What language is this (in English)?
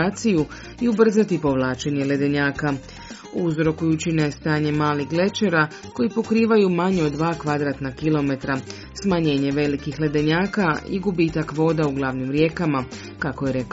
Croatian